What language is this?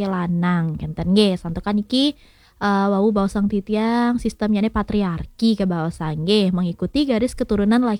Balinese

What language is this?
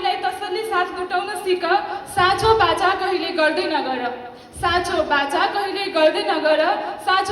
Nepali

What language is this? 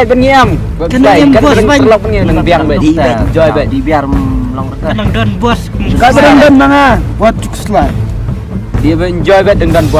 Khasi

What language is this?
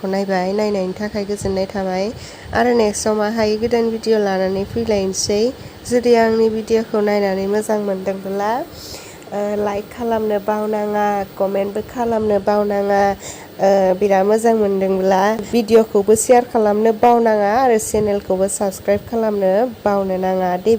Bodo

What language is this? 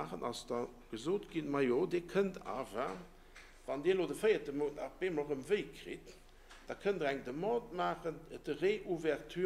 Luxembourgish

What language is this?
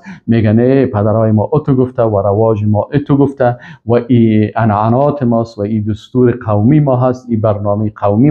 Persian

